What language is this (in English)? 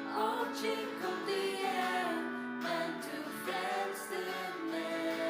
Faroese